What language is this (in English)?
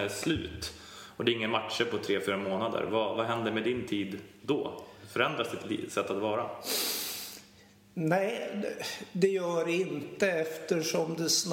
Swedish